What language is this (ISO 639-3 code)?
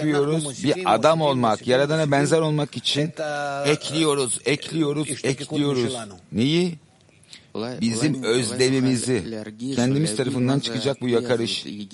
tur